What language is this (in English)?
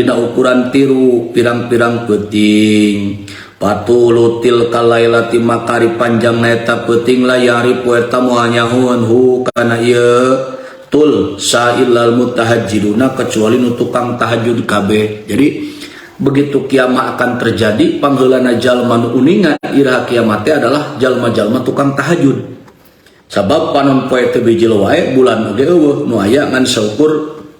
Sundanese